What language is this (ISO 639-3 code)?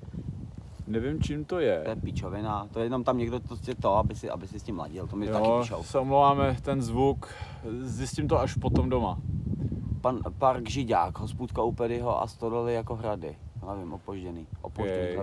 ces